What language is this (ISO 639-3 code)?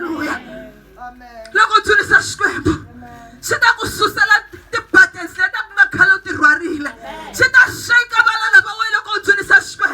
tso